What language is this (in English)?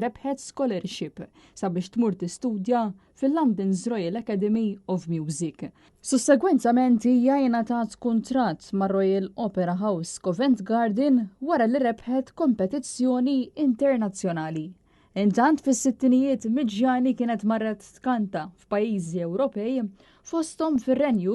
Maltese